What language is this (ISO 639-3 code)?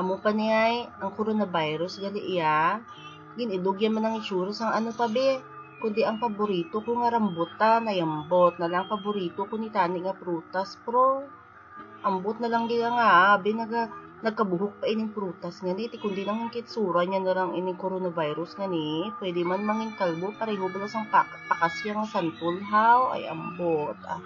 hil